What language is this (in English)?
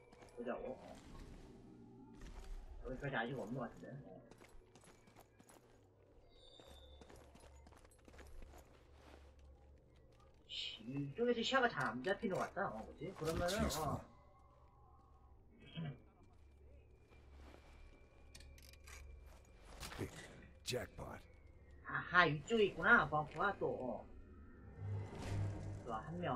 Korean